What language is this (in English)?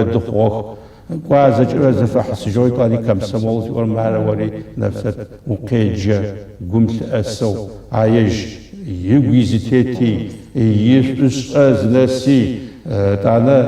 Adyghe